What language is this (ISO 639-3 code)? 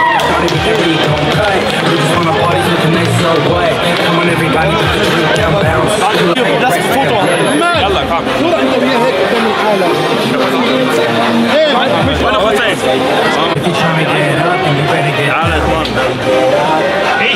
deu